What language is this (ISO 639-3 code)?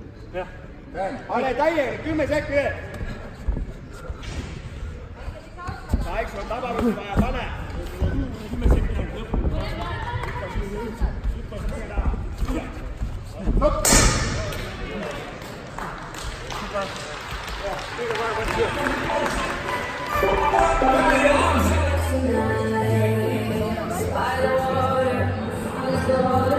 est